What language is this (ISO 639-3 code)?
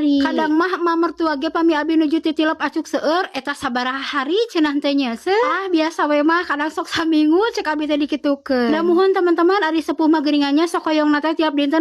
sun